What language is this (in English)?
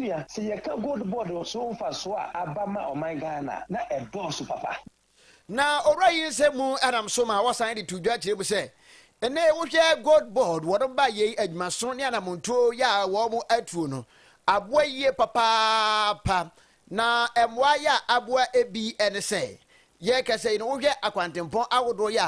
Akan